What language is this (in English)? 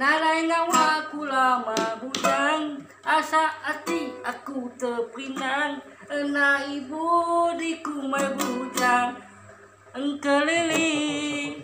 Iban